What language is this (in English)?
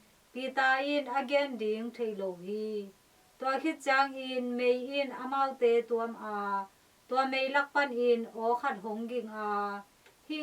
Tedim Chin